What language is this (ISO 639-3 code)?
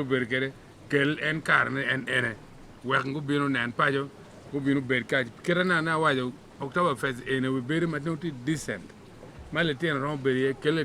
ach